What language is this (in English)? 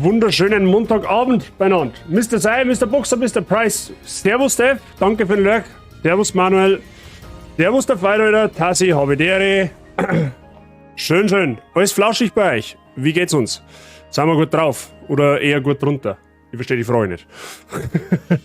Bavarian